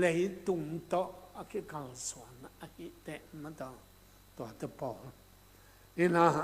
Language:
Tedim Chin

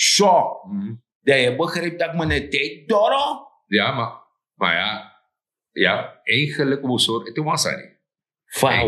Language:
Sranan Tongo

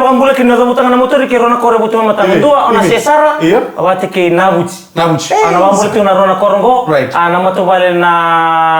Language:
Fijian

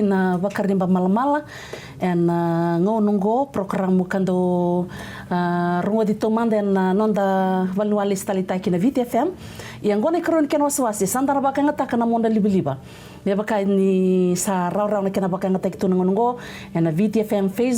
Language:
Fijian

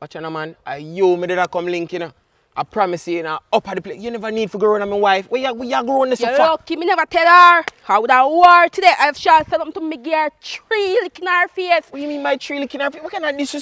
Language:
Jamaican Creole English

